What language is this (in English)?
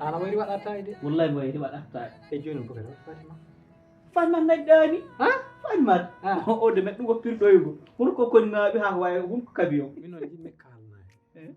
Fula